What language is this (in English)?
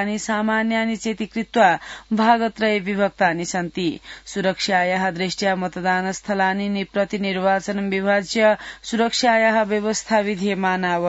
Sanskrit